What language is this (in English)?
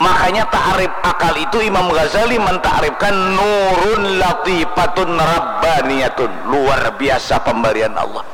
Banjar